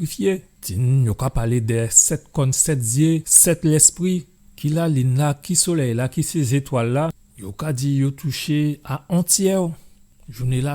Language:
Guadeloupean Creole French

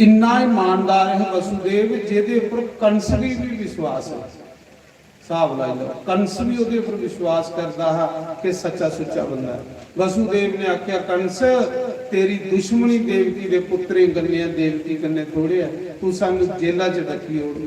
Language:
Dogri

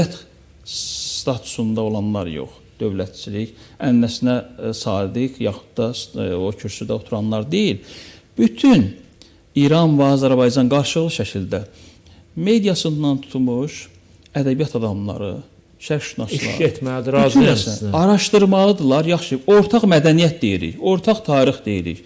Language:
Azerbaijani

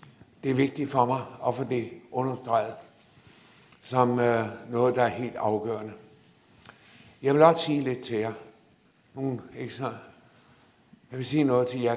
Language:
Danish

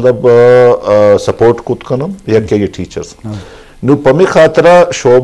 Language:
Baluchi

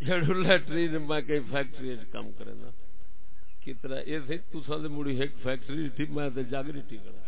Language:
Saraiki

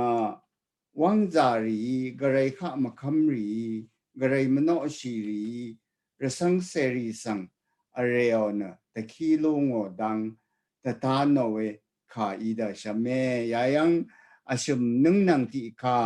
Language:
Rawang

